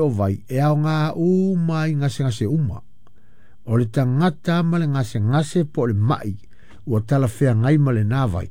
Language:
Samoan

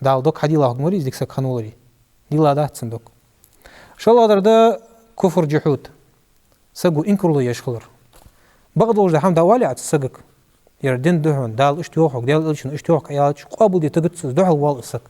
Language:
Ingush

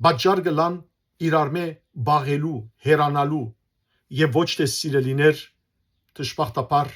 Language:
Western Armenian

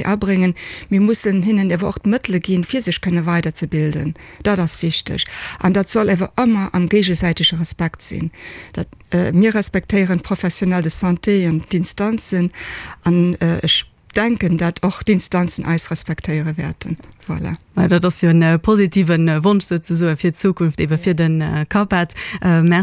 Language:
Luxembourgish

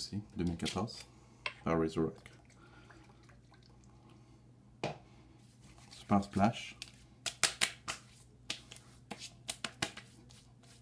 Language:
French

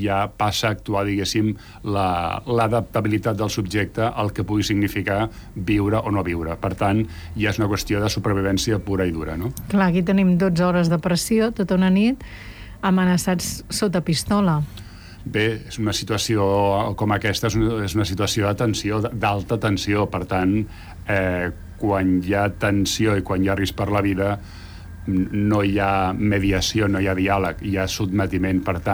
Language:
Catalan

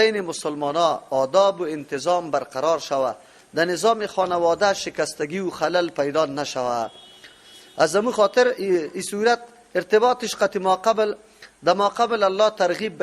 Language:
Persian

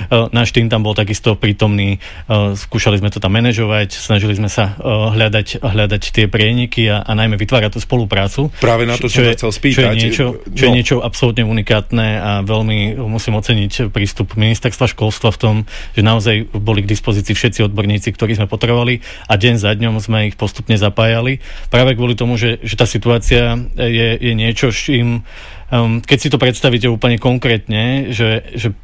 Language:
Slovak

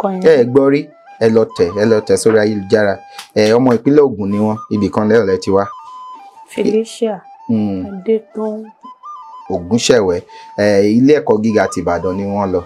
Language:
Yoruba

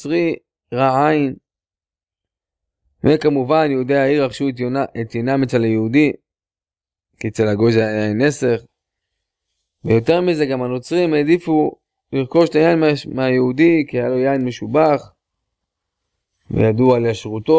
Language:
Hebrew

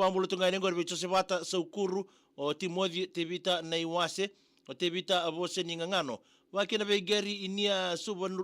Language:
Fijian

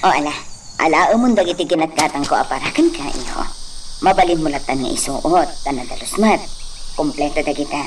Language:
Iloko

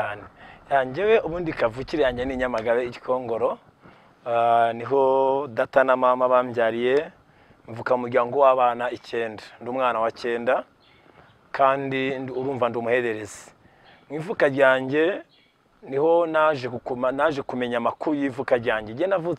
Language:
Kinyarwanda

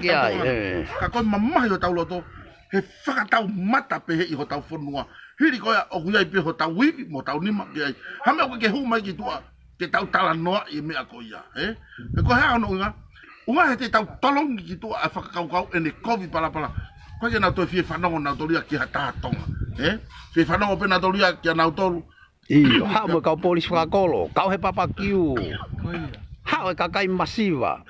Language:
Tongan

